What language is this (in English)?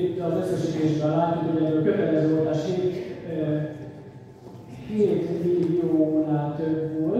Hungarian